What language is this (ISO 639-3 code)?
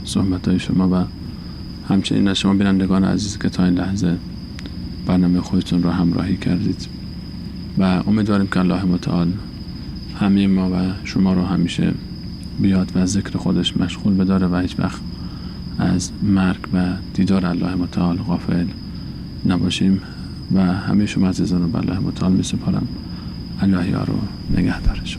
fas